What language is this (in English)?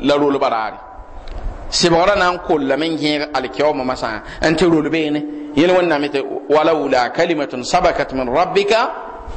Mossi